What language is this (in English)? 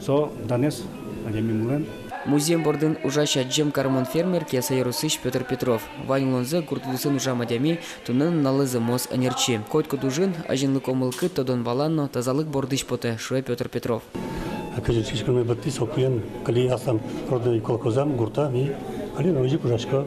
Udmurt